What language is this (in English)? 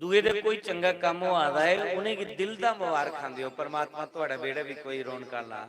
Dogri